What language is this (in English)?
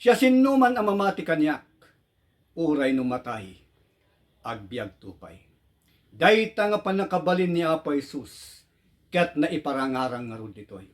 Iloko